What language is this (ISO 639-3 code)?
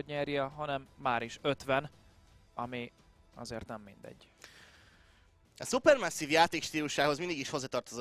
hun